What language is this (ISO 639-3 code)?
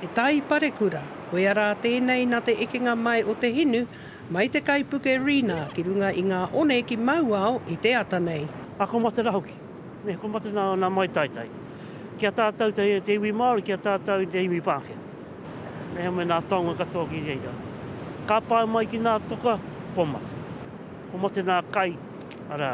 mri